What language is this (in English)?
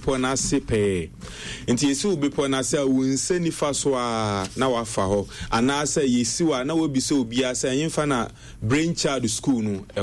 Akan